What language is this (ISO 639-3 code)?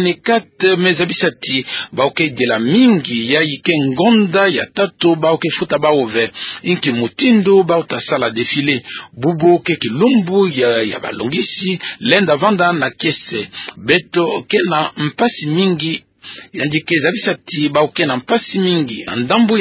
ktu